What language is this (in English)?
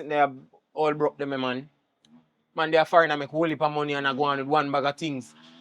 Jamaican Creole English